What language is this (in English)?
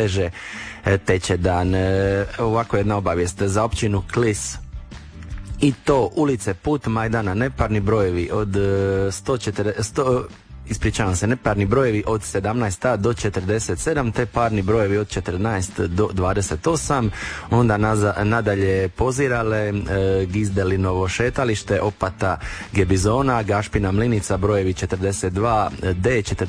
Croatian